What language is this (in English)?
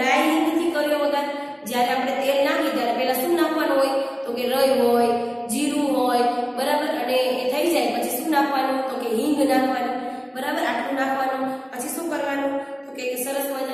Gujarati